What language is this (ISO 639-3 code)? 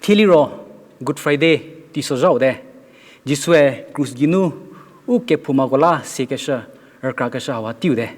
njm